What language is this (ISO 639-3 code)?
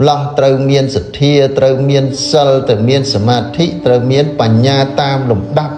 khm